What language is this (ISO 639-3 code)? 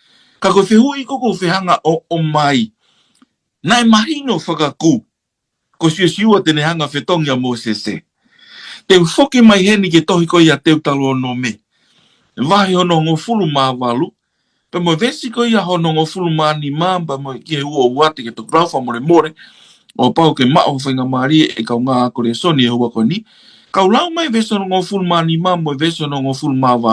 ton